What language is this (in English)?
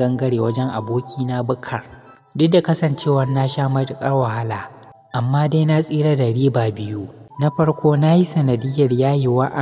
Hausa